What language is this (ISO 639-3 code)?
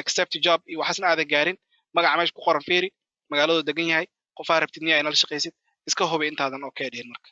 som